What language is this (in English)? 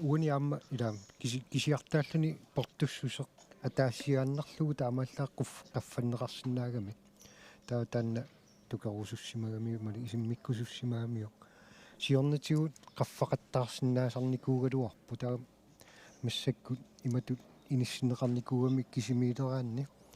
Kalaallisut